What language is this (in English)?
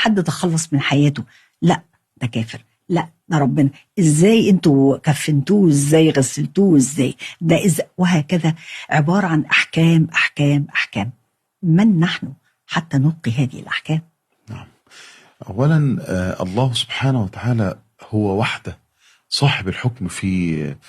Egyptian Arabic